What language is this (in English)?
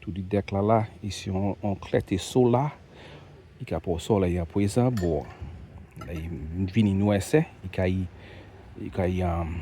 Saint Lucian Creole French